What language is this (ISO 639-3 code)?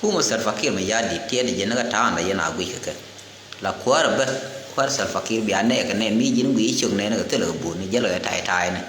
nus